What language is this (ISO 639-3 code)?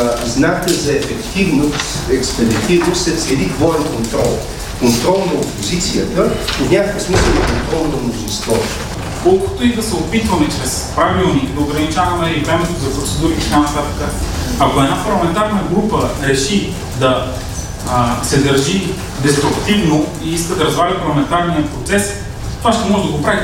bul